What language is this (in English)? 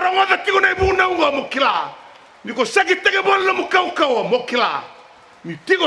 Fijian